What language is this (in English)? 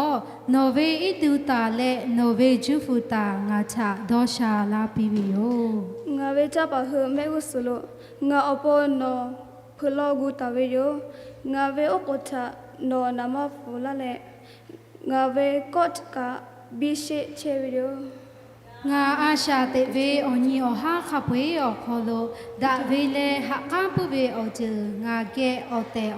Lahu